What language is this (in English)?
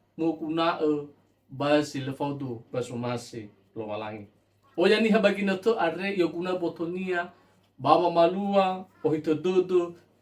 Nias